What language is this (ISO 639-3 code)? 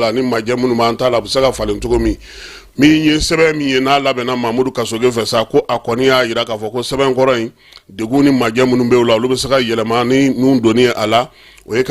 bam